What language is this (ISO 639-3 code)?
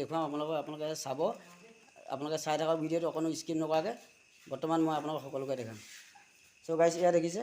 asm